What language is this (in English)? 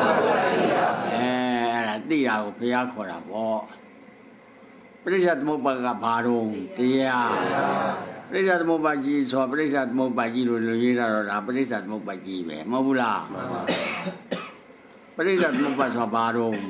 Burmese